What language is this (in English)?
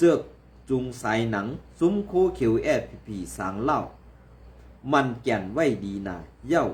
Shan